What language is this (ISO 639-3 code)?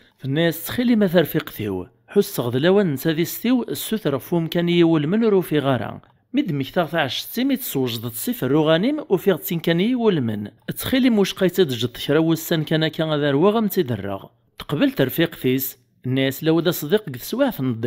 kab